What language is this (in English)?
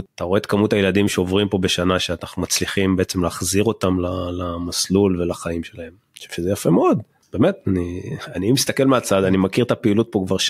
Hebrew